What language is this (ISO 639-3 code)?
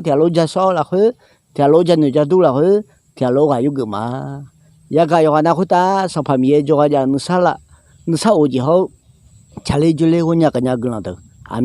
ahk